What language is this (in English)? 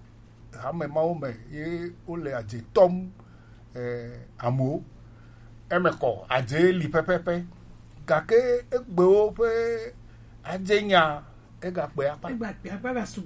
Gen